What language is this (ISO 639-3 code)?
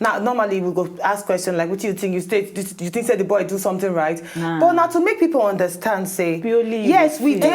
pcm